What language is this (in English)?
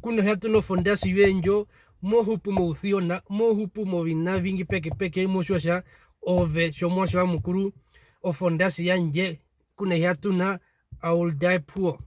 Herero